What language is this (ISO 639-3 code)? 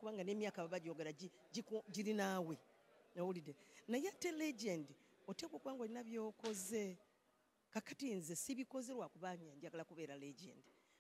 lug